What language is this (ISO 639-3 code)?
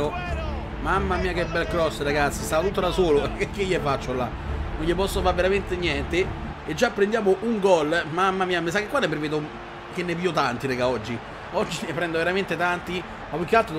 ita